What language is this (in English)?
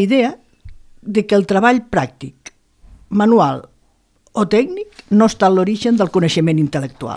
Catalan